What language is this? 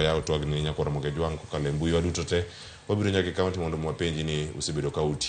Luo (Kenya and Tanzania)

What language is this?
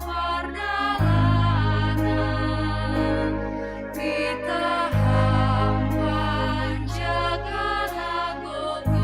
Batak Simalungun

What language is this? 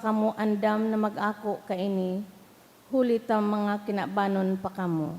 Bikol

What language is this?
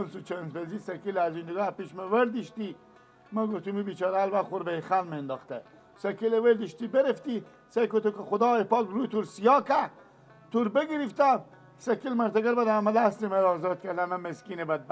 Persian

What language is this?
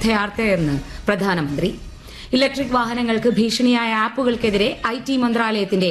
Malayalam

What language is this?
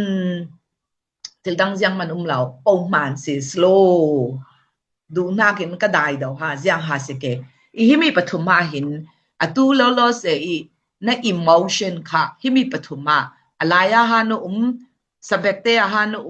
Falam Chin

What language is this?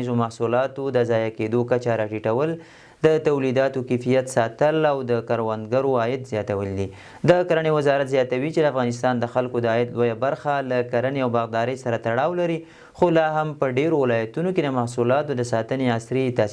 Pashto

